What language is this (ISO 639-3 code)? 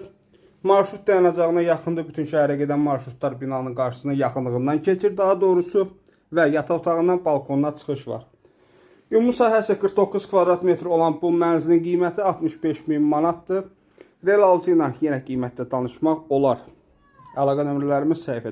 aze